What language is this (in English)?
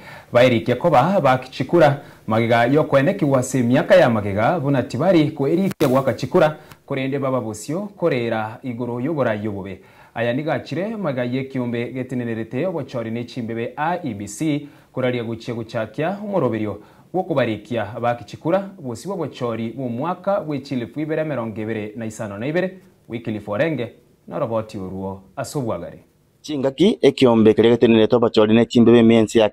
Gusii